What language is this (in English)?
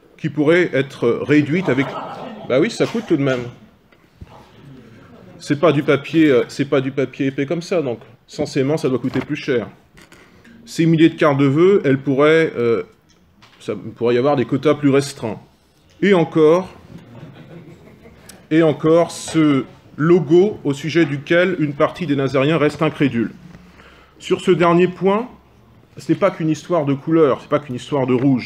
French